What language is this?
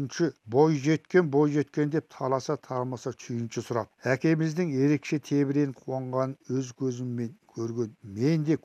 Kazakh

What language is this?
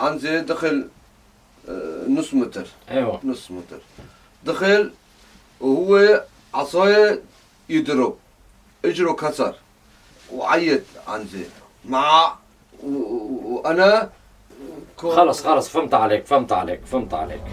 North Levantine Arabic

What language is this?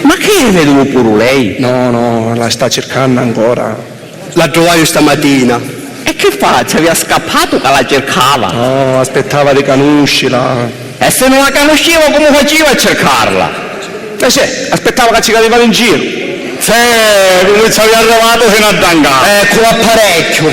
Sicilian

